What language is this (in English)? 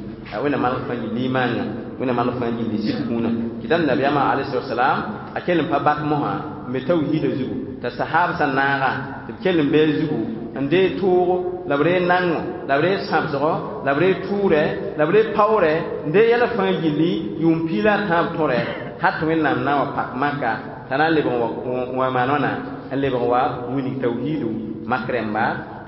Mossi